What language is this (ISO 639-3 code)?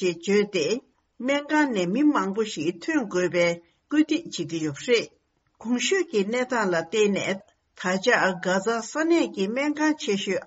bod